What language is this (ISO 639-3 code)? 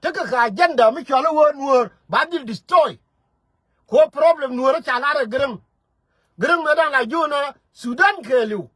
nus